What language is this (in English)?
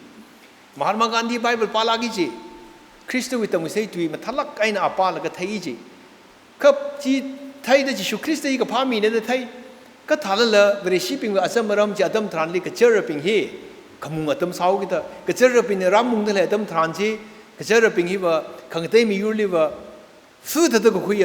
Tangkhul Naga (India)